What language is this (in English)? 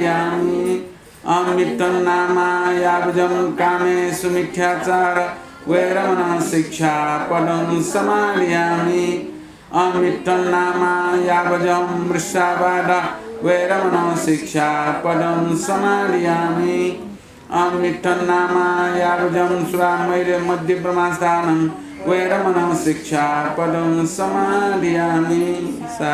Newari